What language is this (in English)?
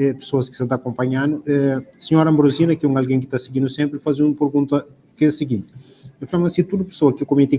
Kabuverdianu